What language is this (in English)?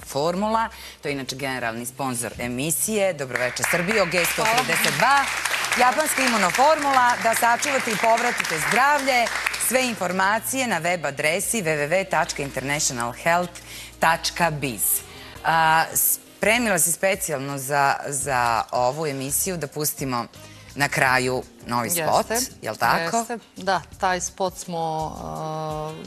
Serbian